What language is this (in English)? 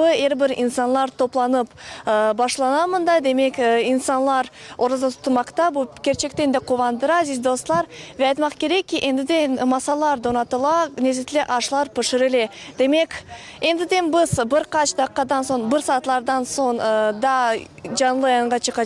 Crimean Tatar